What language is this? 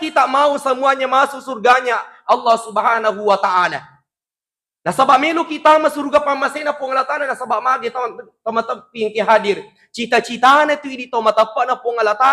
Buginese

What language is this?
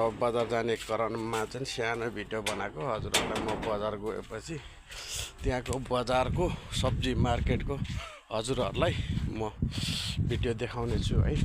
Nepali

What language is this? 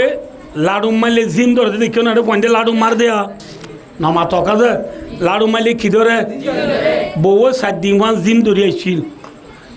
Rohingya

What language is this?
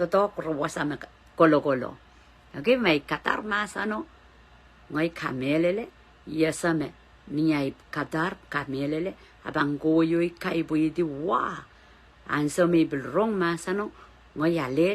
Pohnpeian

